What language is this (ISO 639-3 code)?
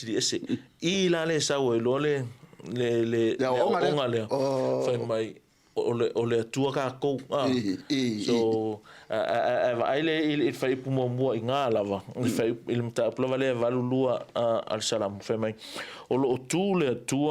smo